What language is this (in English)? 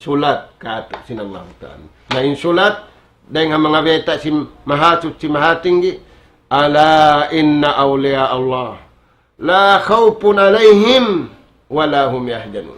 Tausug